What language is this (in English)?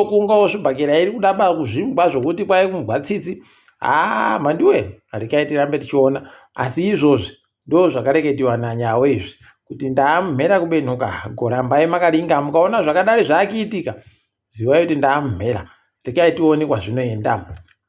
Ndau